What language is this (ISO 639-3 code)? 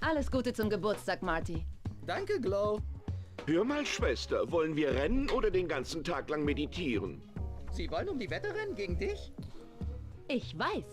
gsw